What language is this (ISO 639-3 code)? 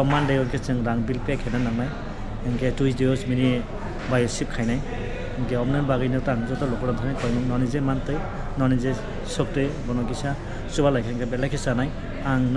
trp